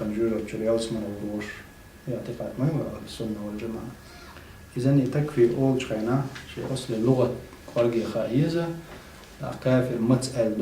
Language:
Chechen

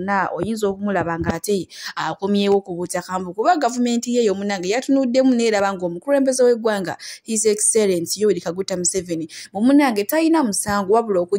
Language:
Ganda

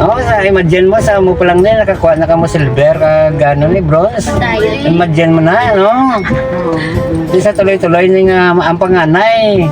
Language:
Hiligaynon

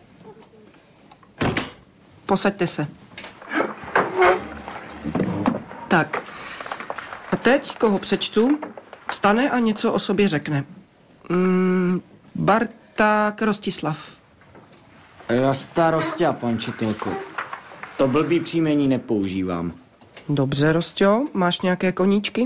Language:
Czech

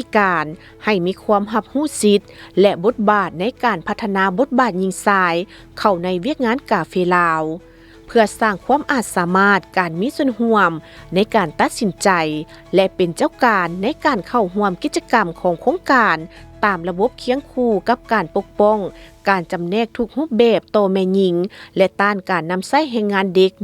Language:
Lao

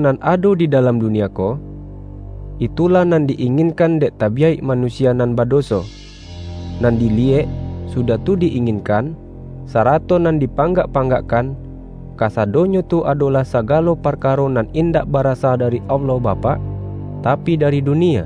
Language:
Minangkabau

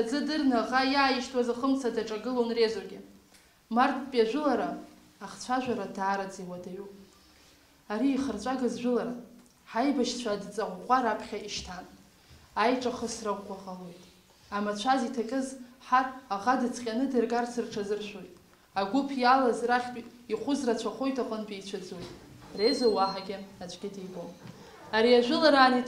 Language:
Abkhazian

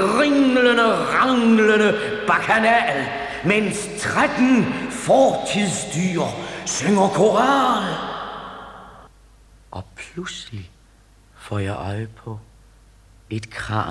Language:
Danish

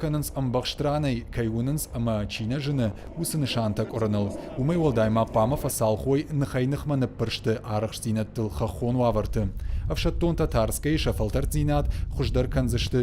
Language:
Ossetic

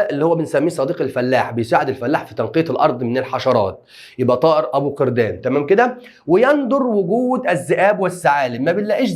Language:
Egyptian Arabic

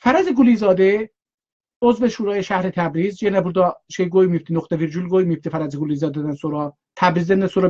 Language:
South Azerbaijani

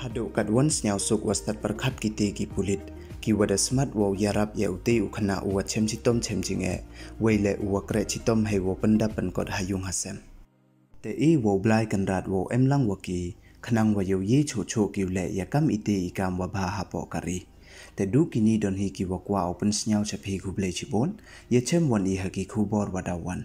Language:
Pnar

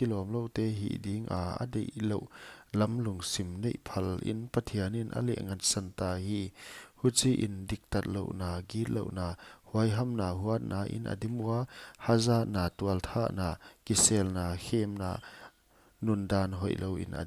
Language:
Paite Chin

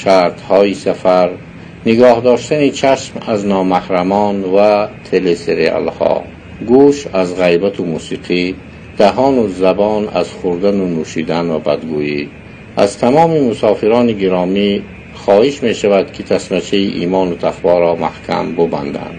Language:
Tajik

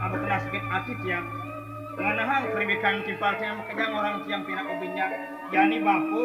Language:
Balinese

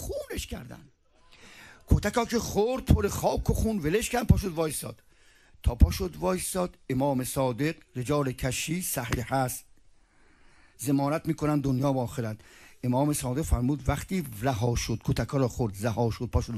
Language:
Persian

